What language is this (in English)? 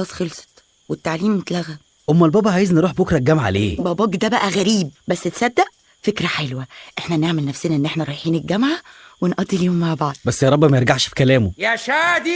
Egyptian Arabic